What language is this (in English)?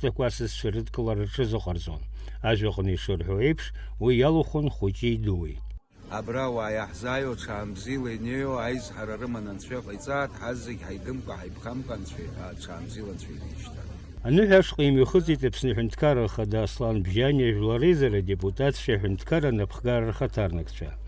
Abkhazian